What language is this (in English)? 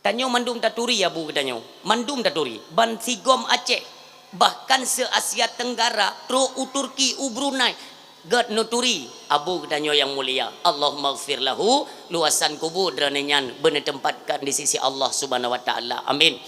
Achinese